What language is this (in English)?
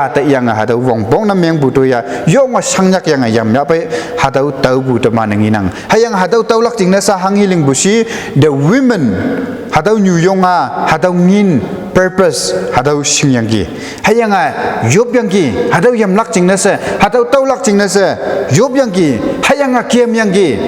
Konyak Naga